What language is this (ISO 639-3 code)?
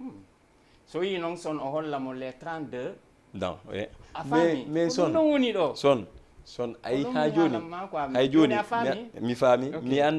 ful